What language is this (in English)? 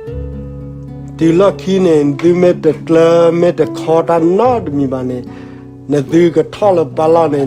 S'gaw Karen